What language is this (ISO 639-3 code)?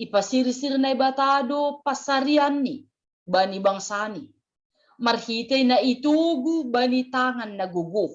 bts